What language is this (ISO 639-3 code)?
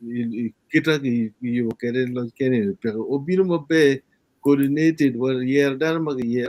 ach